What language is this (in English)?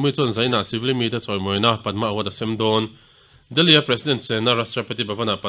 Mizo